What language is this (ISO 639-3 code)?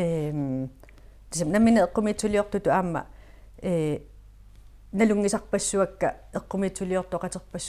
kal